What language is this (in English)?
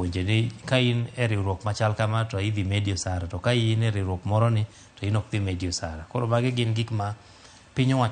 Luo (Kenya and Tanzania)